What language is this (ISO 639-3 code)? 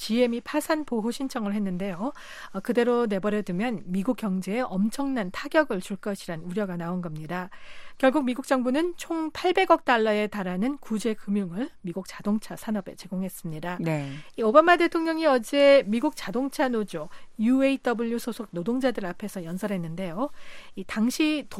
kor